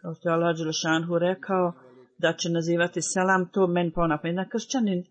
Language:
Bosnian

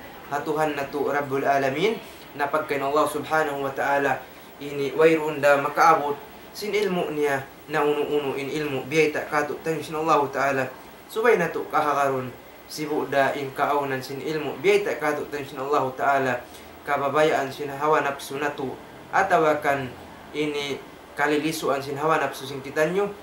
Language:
Tausug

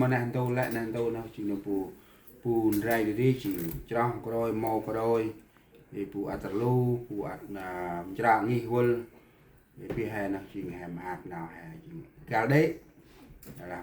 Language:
Central Mnong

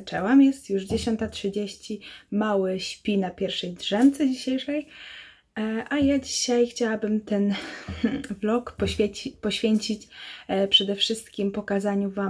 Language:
Polish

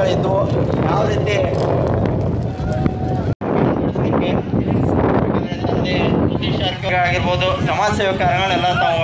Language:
Kannada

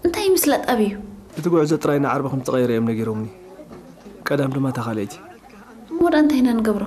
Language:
Tigrinya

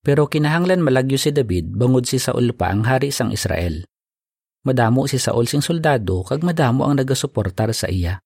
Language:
Hiligaynon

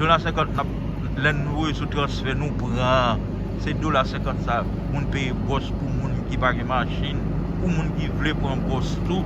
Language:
Haitian Creole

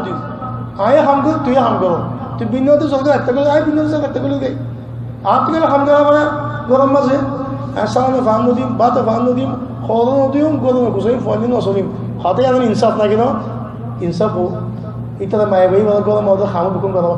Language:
Rohingya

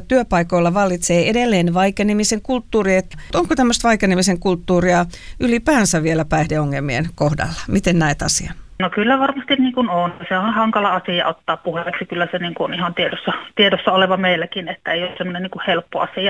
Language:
Finnish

